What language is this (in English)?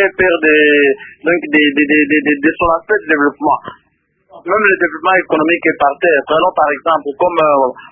French